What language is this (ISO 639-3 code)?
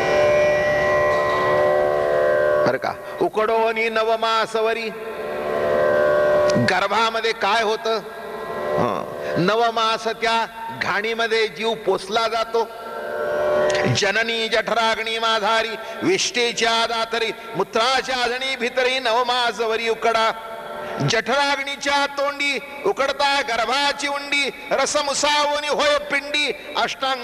mar